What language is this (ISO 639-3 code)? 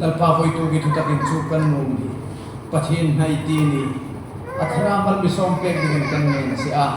hmr